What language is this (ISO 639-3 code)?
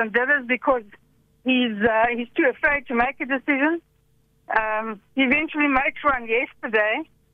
eng